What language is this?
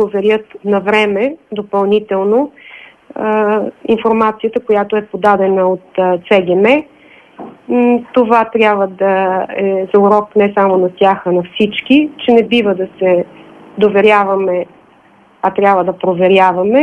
Bulgarian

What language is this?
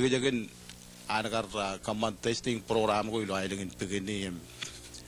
Marshallese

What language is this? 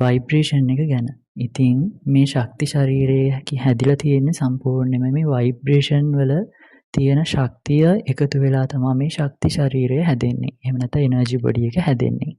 Sinhala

